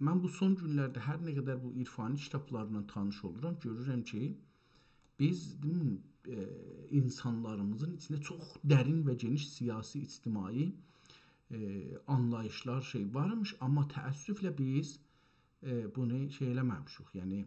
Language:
South Azerbaijani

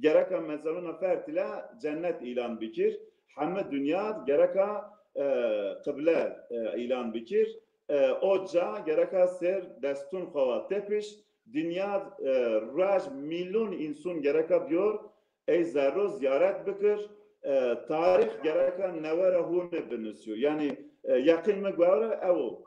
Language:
Zaza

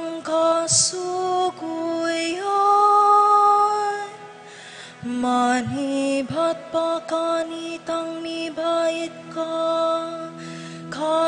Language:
Pampanga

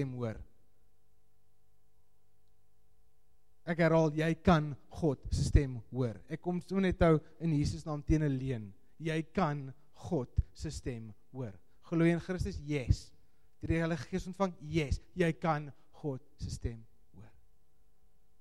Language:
Afrikaans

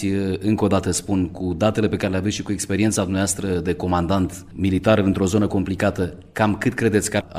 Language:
Romanian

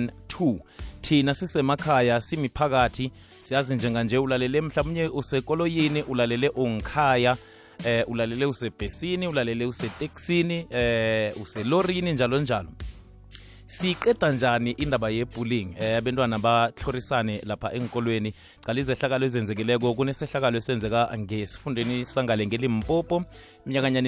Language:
South Ndebele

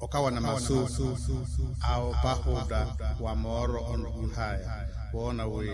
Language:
Makhuwa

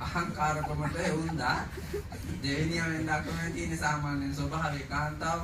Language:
Sinhala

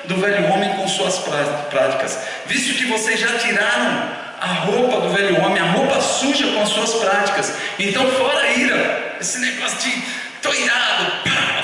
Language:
Portuguese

